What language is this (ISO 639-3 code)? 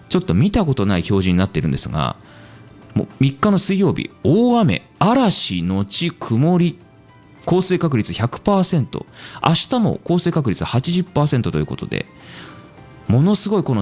jpn